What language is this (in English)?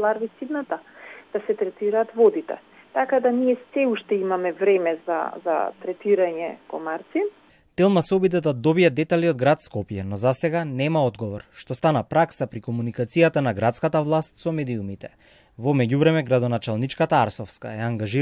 Macedonian